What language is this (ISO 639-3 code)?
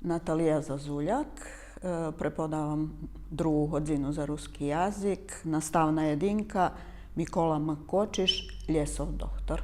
rue